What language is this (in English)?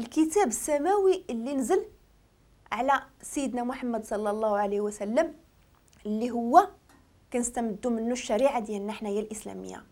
Moroccan Arabic